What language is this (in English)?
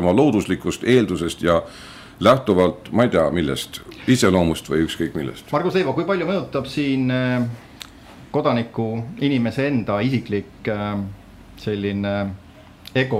Estonian